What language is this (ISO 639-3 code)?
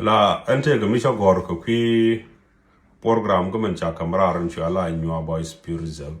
nus